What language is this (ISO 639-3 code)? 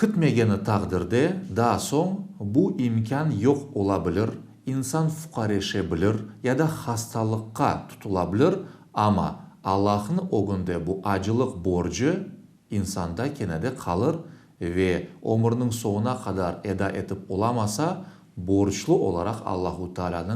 crh